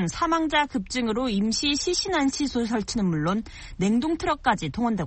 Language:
Korean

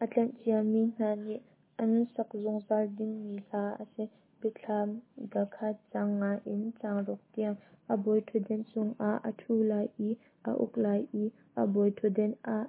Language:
Hakha Chin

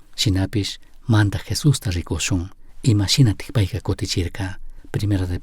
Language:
Chimborazo Highland Quichua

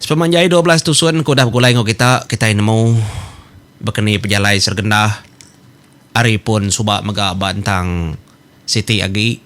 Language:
Iban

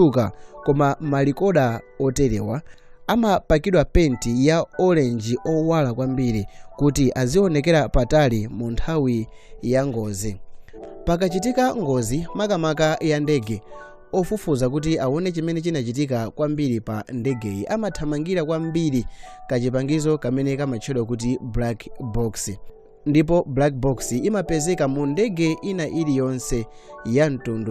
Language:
Nyanja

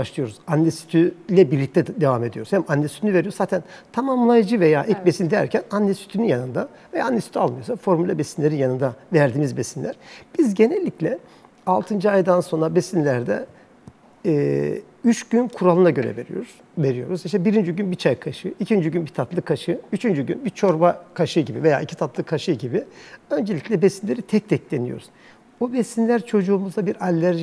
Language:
Turkish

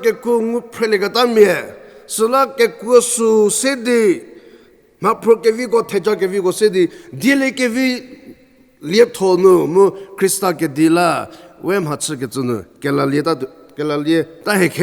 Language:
Angami Naga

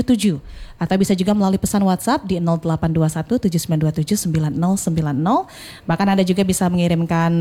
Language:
Indonesian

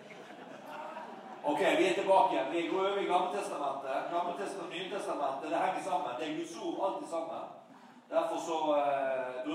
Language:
Norwegian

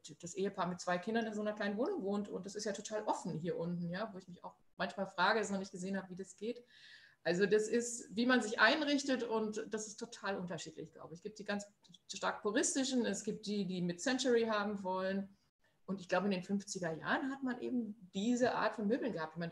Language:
German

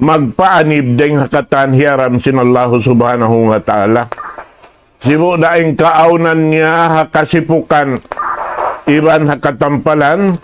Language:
Tausug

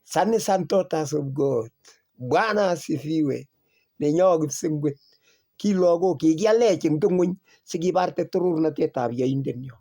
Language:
Kalenjin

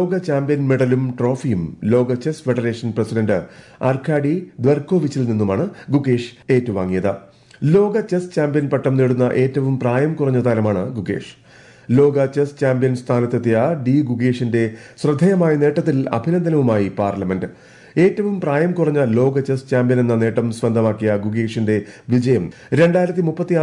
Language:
Malayalam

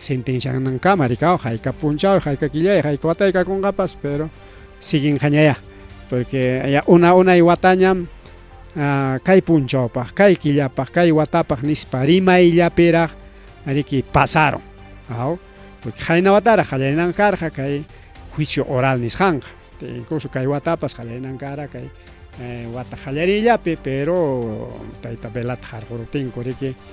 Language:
Ayacucho Quechua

